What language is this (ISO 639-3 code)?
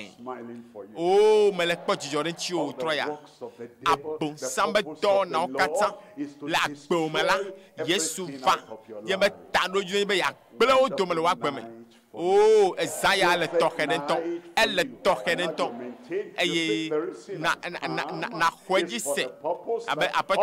ewe